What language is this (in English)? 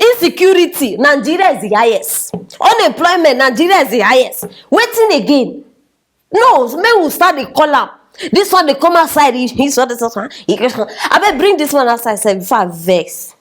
Nigerian Pidgin